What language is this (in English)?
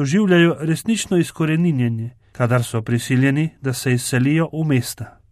Slovenian